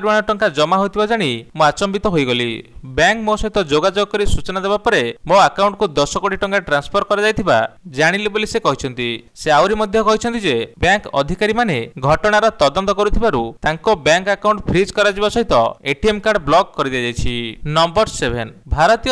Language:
Odia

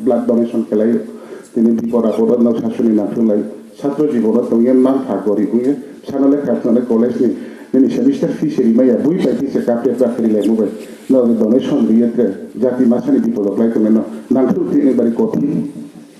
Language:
Riang (India)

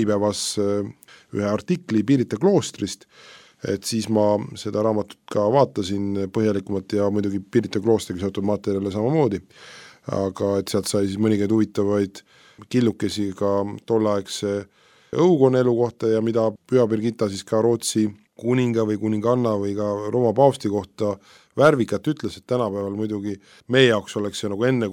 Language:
Estonian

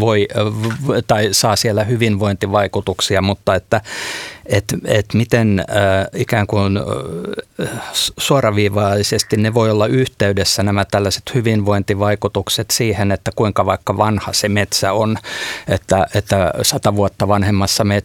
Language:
Finnish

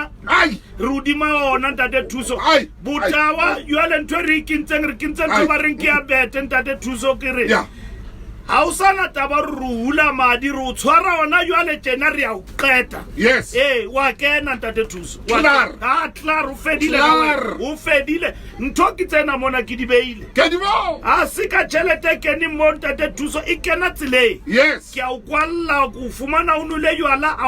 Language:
Southern Sotho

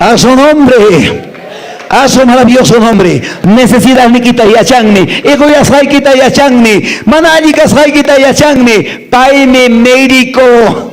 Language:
Quechua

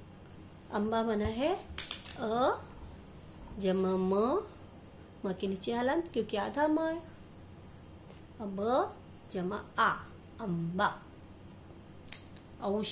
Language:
Hindi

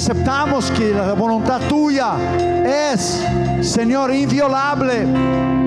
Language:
Spanish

